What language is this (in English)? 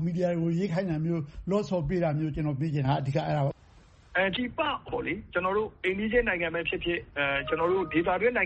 Burmese